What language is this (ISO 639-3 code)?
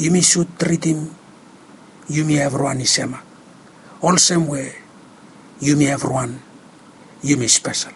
bis